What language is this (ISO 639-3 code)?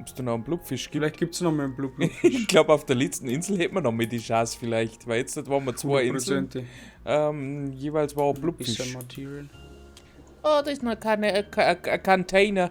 bar